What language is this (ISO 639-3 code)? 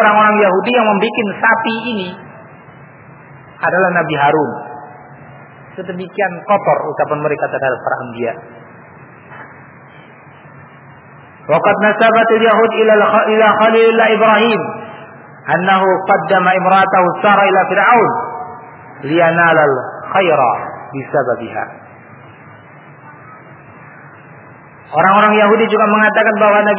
ind